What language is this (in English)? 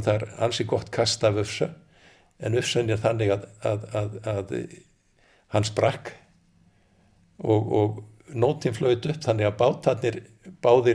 Icelandic